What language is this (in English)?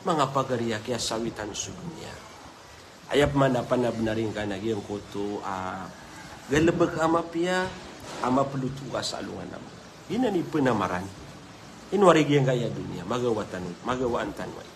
Maranao